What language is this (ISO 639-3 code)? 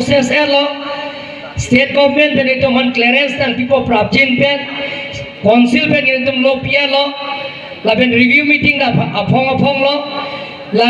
mjw